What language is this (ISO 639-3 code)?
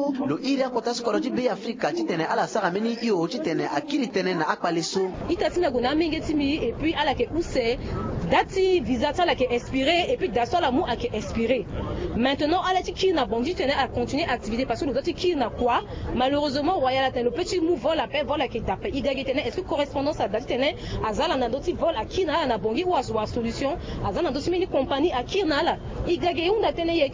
sag